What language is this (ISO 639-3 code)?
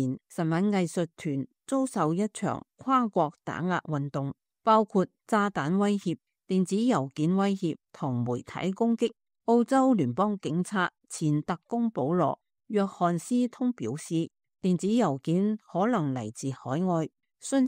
yue